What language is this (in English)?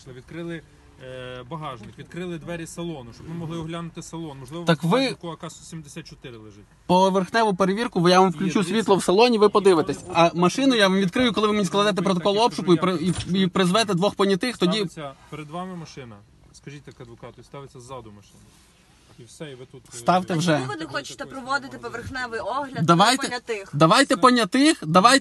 Ukrainian